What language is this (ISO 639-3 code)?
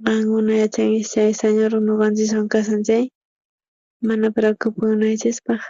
quh